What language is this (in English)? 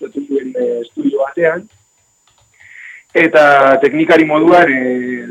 Basque